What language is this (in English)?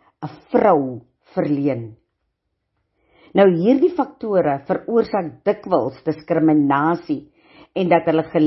Afrikaans